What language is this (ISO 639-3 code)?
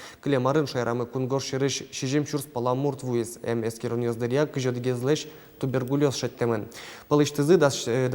udm